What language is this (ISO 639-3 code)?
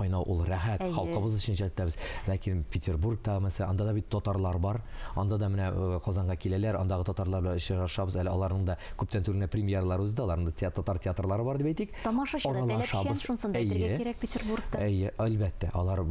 tat